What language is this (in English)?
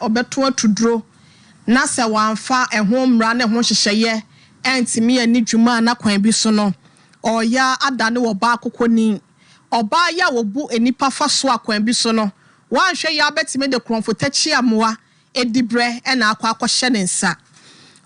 Akan